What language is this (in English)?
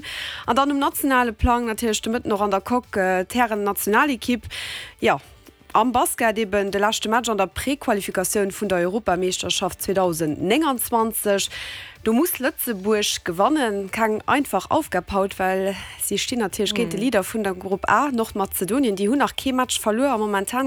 Luxembourgish